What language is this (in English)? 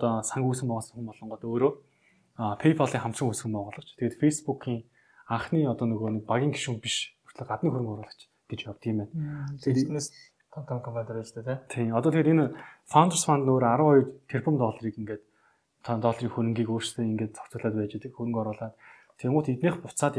Mongolian